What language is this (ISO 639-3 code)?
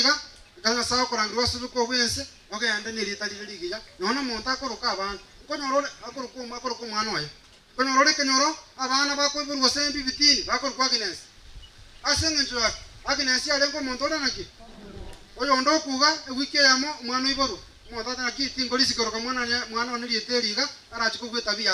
guz